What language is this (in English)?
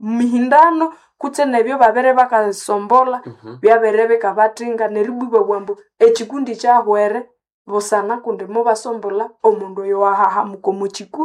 Nande